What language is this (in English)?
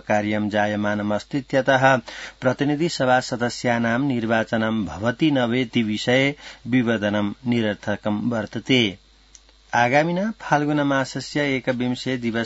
Sanskrit